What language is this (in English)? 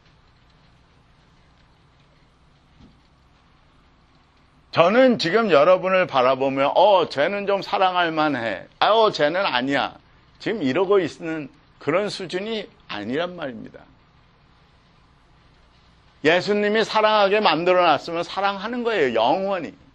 Korean